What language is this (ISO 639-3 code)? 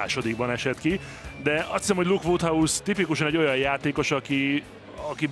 hun